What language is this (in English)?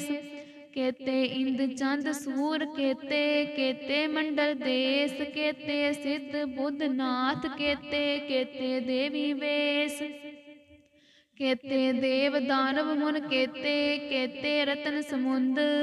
Punjabi